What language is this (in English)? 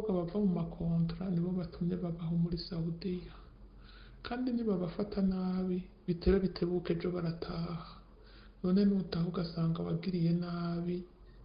Rundi